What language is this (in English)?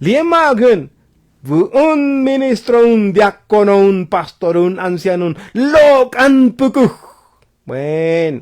Tzotzil